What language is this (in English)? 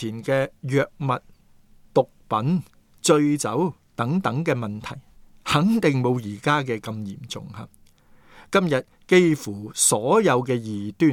Cantonese